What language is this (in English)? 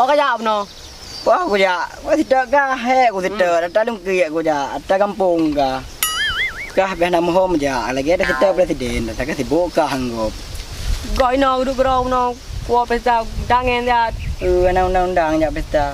Achinese